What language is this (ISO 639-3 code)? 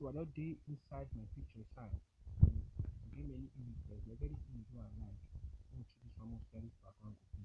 pcm